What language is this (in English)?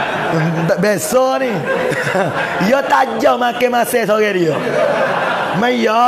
Pattani Malay